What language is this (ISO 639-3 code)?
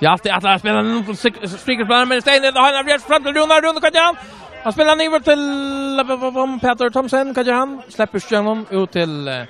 fao